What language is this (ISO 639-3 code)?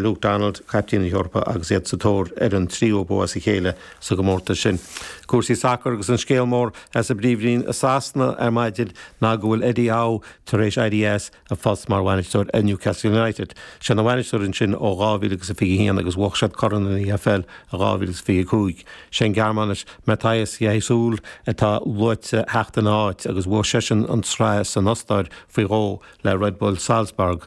gle